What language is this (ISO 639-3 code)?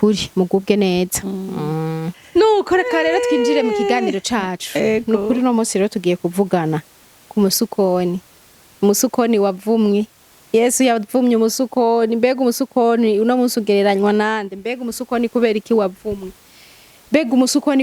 run